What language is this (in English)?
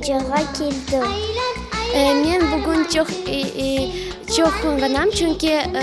Crimean Tatar